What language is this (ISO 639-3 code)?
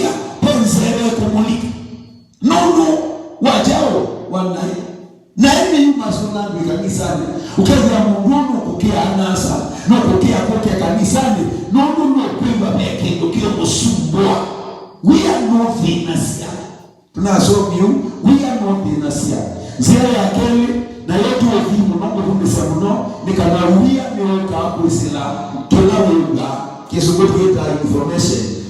kam